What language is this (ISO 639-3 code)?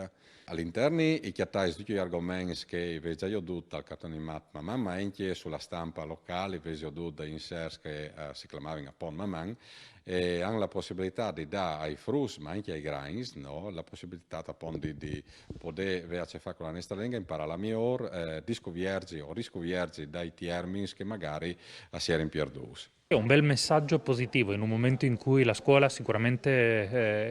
fur